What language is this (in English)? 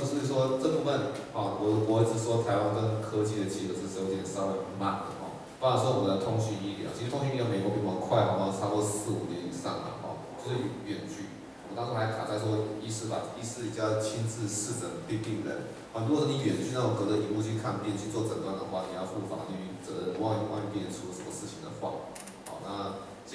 Chinese